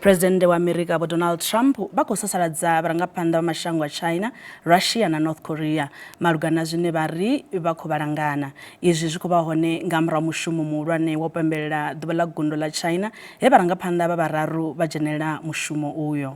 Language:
Venda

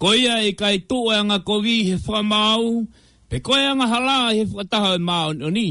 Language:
Tongan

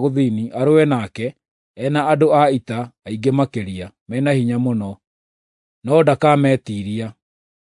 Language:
Kikuyu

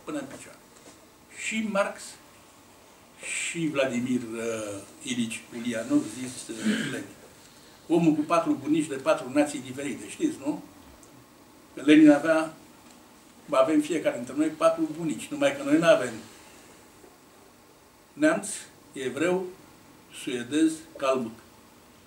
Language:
Romanian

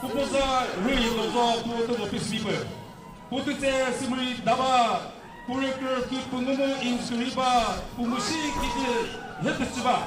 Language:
Chokri Naga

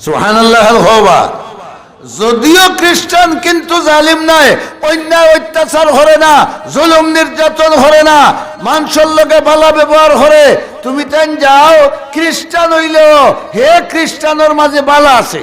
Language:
Sylheti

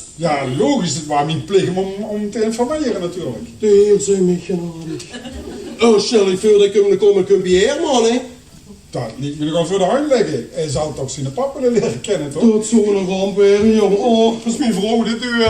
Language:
Limburgish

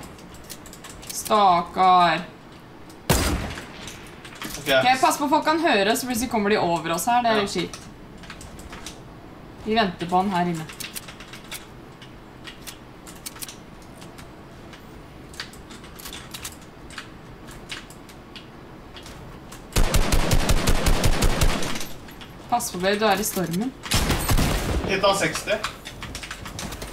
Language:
Norwegian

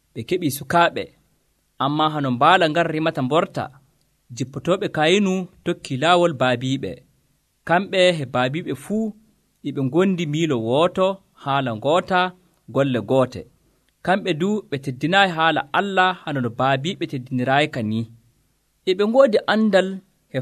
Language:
Nigerian Fulfulde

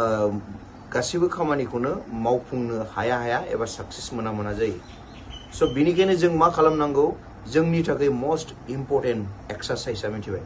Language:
Bodo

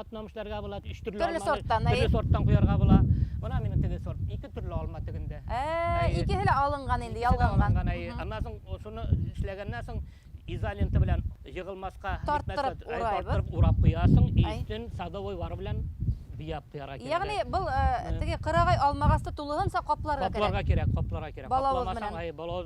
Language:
Bashkir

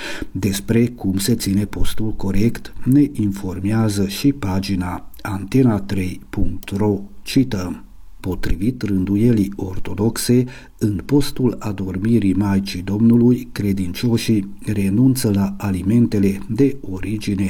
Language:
Romanian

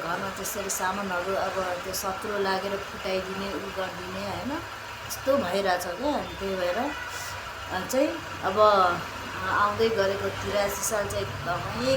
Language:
Nepali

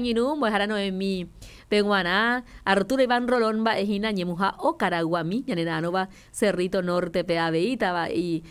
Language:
Guarani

